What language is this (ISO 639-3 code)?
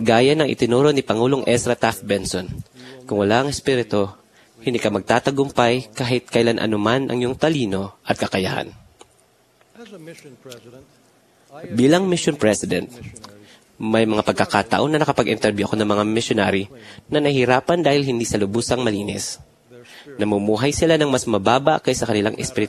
fil